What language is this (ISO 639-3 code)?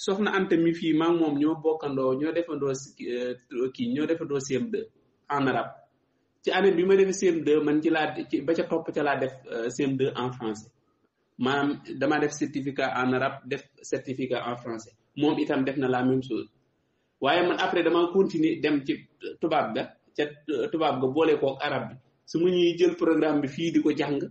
wol